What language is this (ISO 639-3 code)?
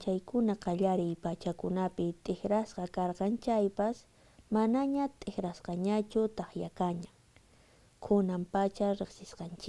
que